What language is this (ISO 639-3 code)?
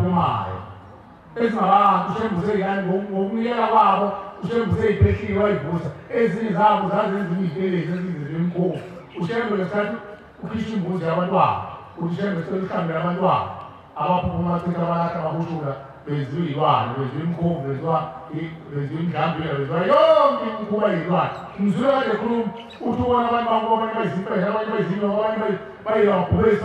zul